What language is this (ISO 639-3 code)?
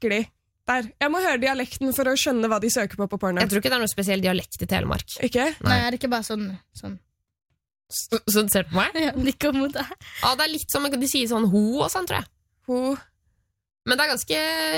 nor